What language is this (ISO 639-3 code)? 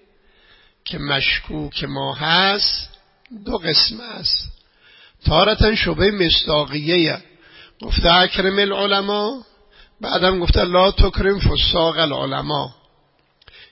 fas